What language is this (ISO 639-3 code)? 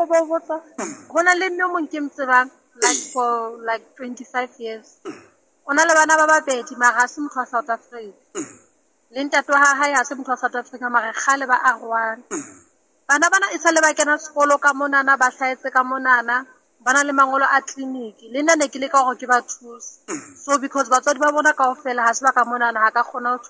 sot